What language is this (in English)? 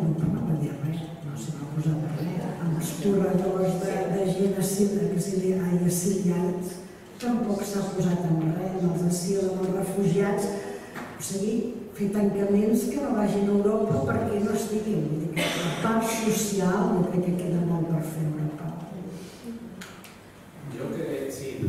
Catalan